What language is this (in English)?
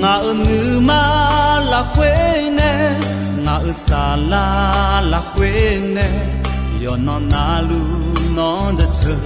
Akha